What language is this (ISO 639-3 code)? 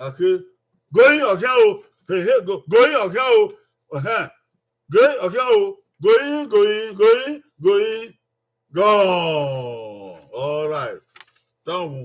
bin